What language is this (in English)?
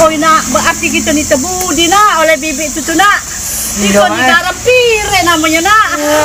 Musi